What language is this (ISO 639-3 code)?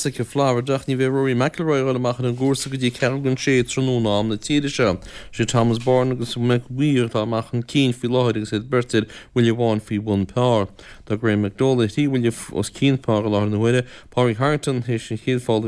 gle